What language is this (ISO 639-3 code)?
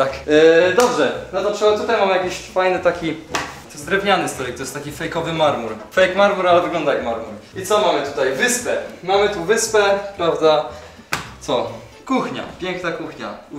pol